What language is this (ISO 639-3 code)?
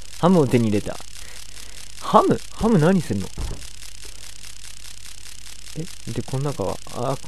jpn